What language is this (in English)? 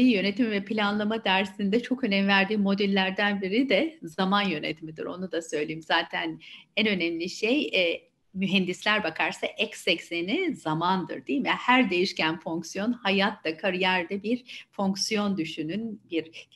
Turkish